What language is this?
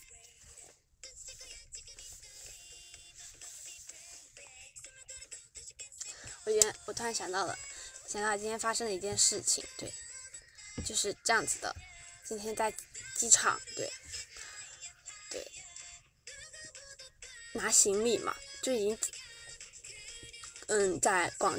Chinese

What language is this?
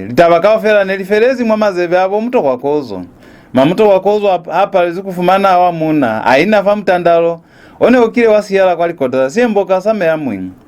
Lozi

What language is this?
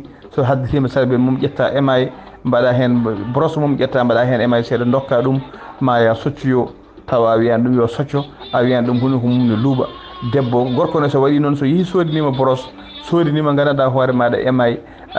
Fula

